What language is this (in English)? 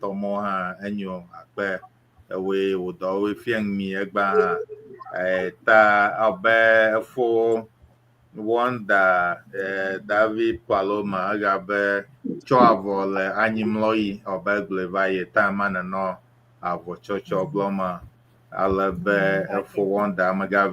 Ewe